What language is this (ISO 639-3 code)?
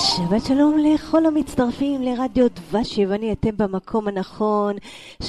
heb